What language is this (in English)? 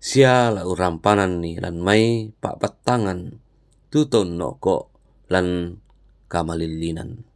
Toraja-Sa'dan